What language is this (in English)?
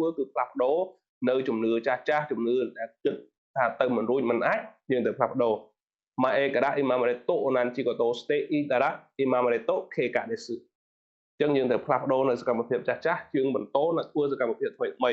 Khmer